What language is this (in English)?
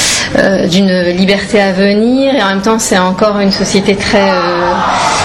French